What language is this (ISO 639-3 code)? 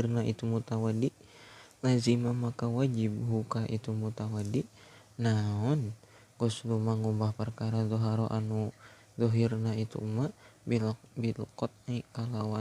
sun